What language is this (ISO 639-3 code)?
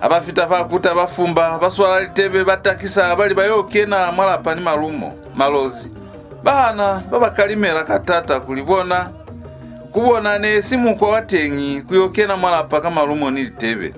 loz